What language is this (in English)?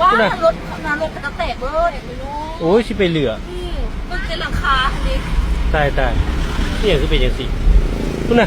Lao